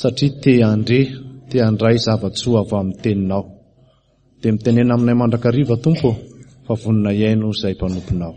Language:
Malagasy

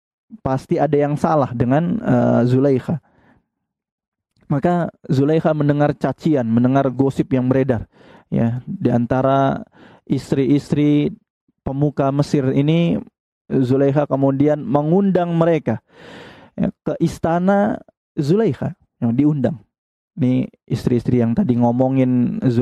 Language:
Indonesian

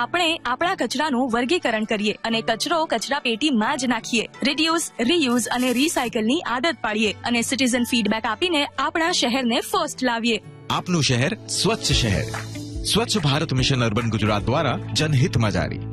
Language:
Gujarati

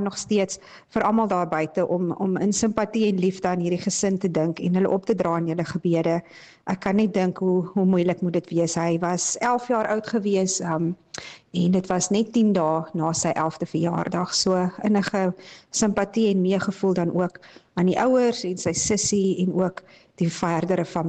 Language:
Afrikaans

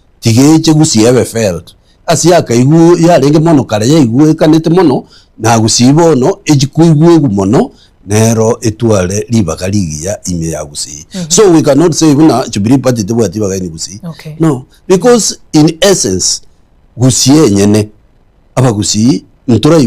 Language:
Gusii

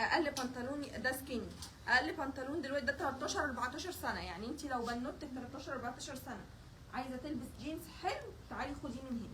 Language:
Egyptian Arabic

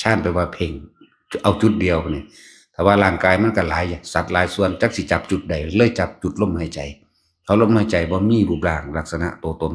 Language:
Northeastern Thai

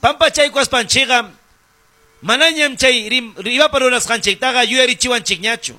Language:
Ayacucho Quechua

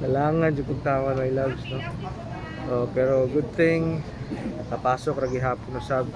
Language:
Cebuano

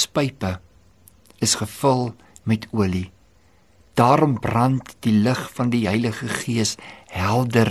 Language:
Afrikaans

